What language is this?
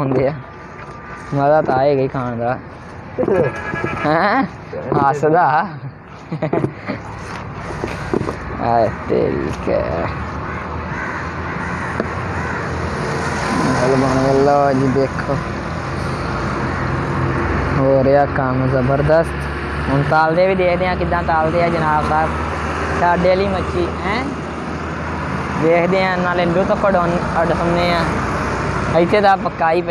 Punjabi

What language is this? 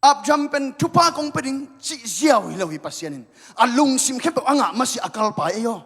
Tedim Chin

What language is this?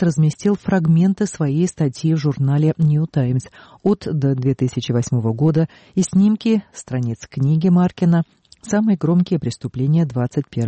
Russian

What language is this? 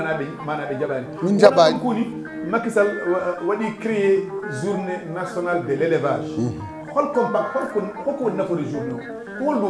Fula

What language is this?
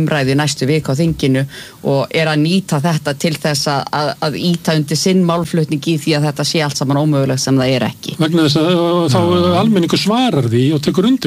Icelandic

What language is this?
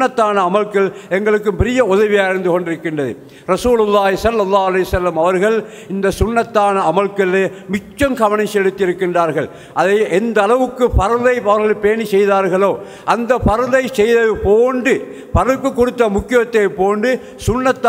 Tamil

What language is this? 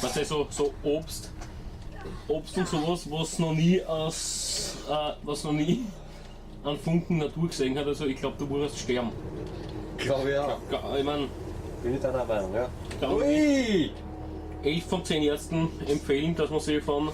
Bavarian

